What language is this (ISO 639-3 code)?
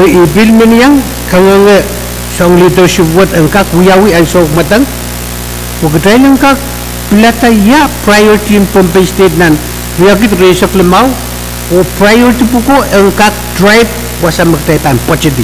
pon